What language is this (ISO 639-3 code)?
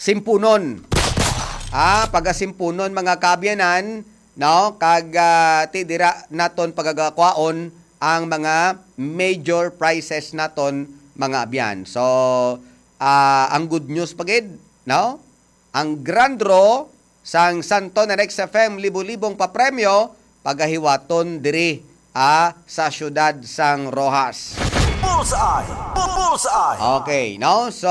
hil